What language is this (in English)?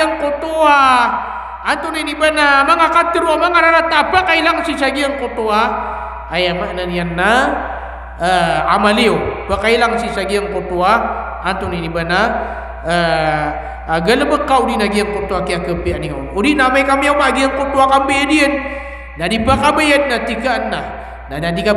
Maranao